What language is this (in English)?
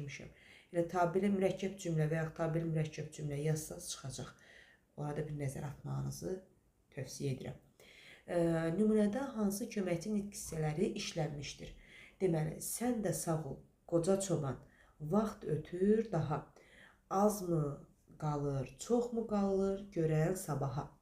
Azerbaijani